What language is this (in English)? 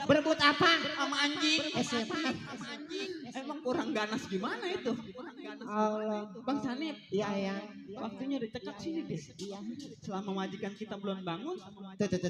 Betawi